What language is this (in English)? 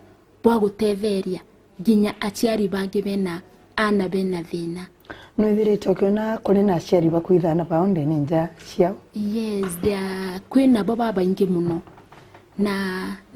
Meru